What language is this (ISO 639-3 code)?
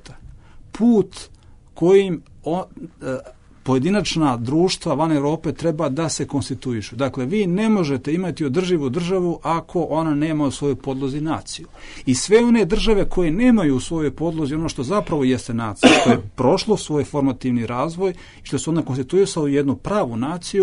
bos